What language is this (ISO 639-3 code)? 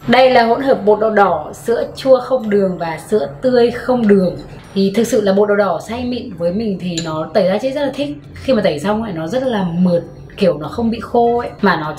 vie